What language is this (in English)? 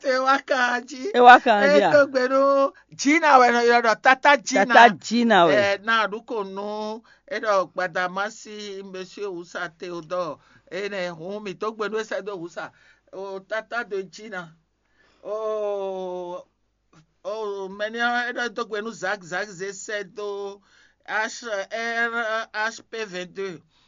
Fon